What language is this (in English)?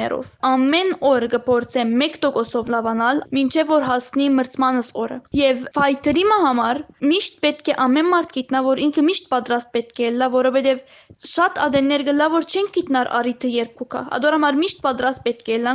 Western Armenian